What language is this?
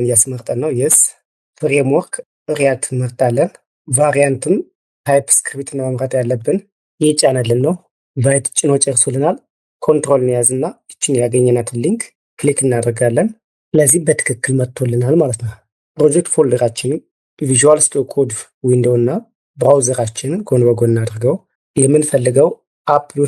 Amharic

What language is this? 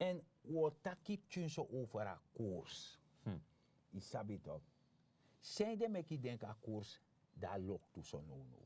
Sranan Tongo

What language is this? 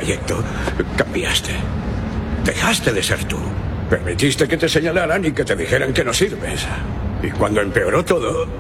Spanish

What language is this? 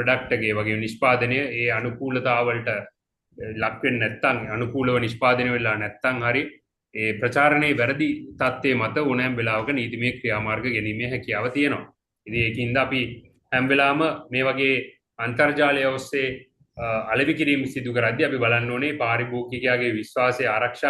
Sinhala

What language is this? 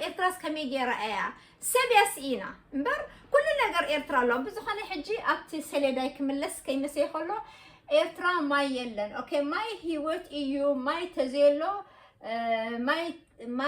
Tigrinya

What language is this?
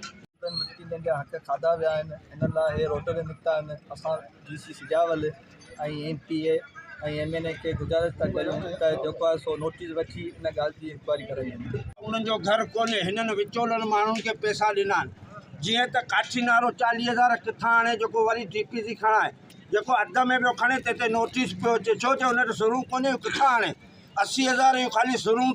Sindhi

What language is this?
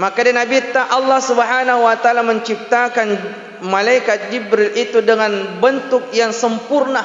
Buginese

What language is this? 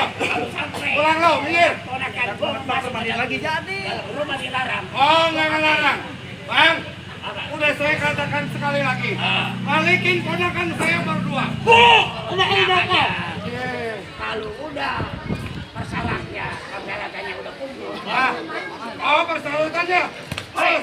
Betawi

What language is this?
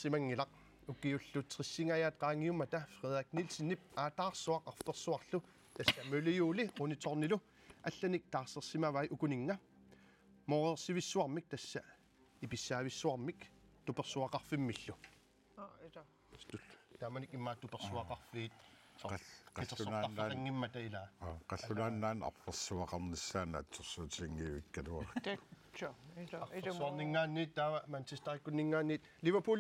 Kalaallisut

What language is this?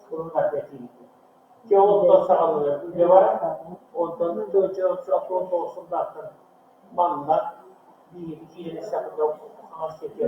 Yakut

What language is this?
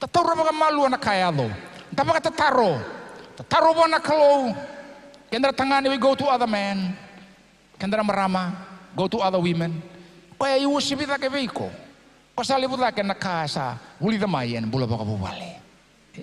Fijian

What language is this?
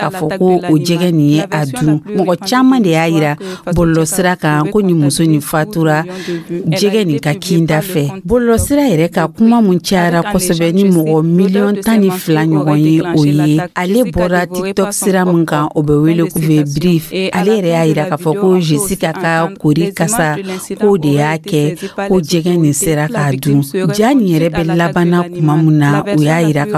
Dyula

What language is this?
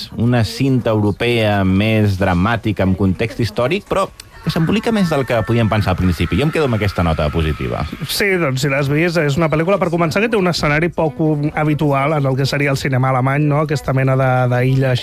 Catalan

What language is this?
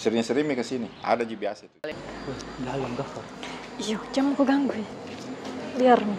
Makassar Malay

